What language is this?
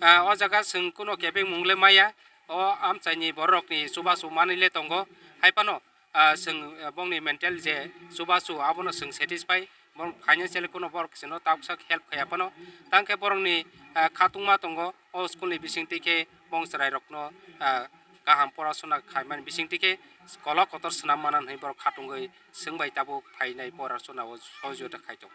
Kok Borok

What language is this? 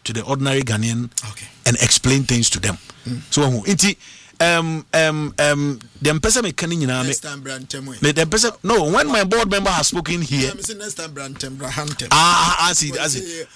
English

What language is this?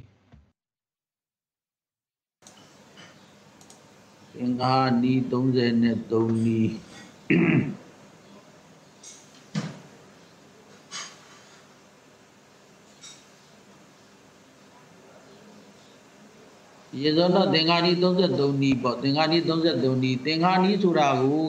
Burmese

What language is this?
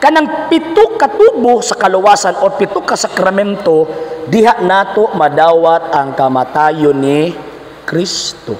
Cebuano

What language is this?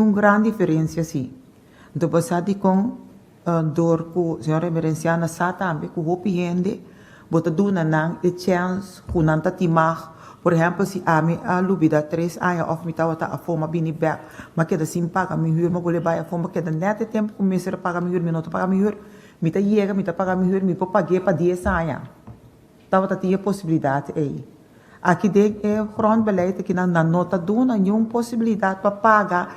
Papiamento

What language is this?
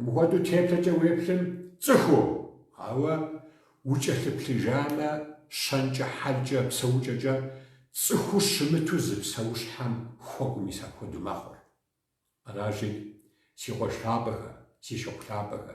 Kabardian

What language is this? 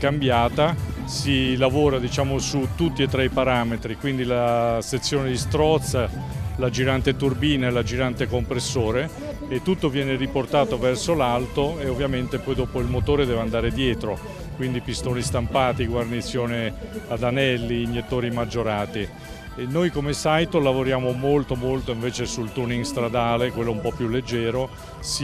Italian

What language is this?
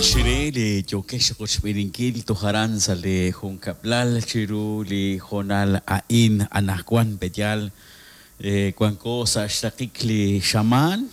Kekchí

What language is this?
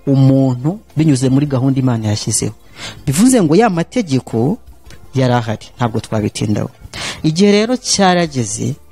Kinyarwanda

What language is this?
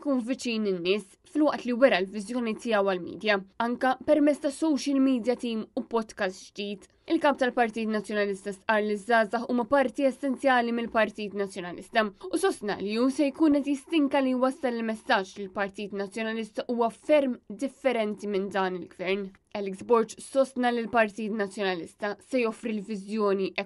Maltese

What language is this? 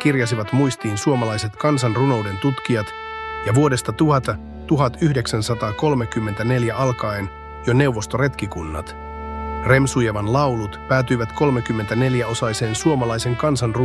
Finnish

